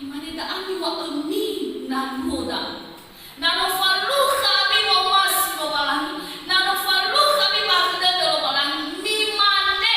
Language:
Nias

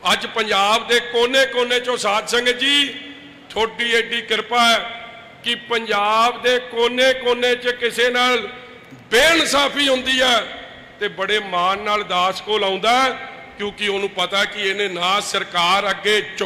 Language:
Punjabi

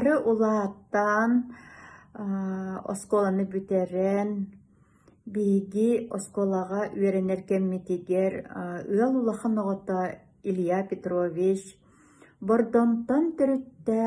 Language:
Yakut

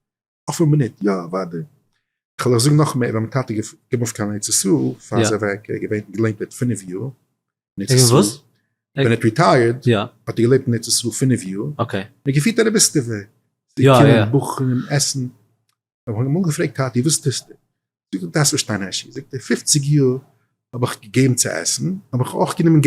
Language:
Yiddish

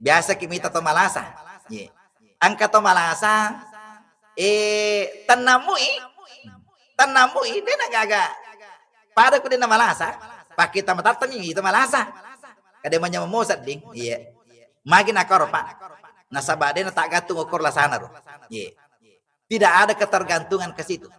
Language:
Buginese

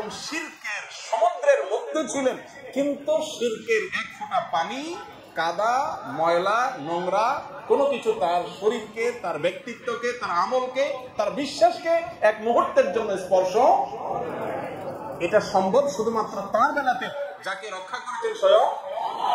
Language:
Bangla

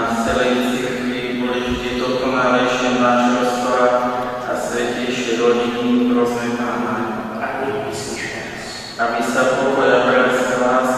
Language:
Slovak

